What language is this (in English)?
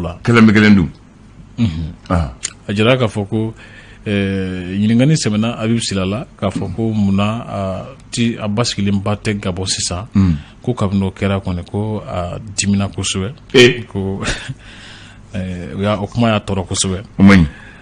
Bambara